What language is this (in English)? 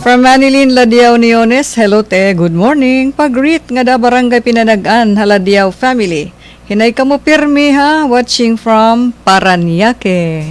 Waray